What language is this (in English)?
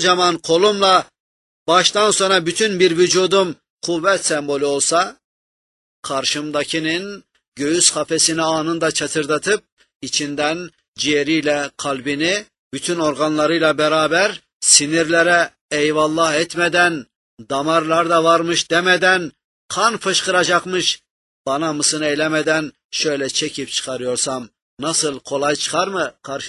Turkish